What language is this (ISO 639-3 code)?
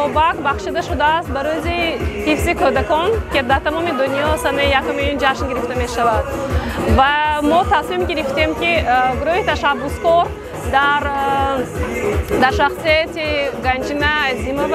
tgk